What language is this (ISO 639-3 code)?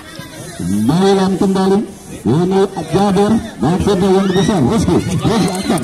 ind